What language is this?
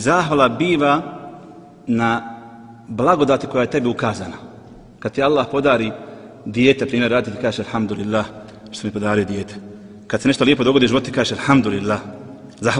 Bosnian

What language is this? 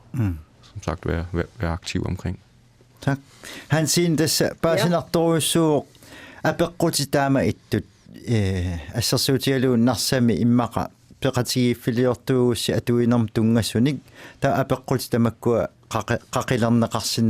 Kalaallisut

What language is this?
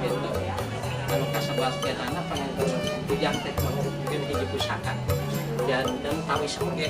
Sundanese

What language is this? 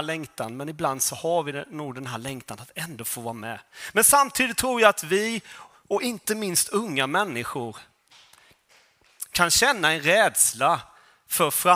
Swedish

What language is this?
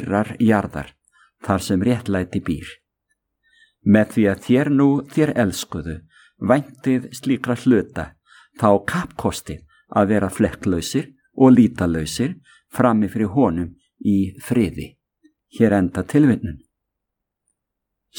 Icelandic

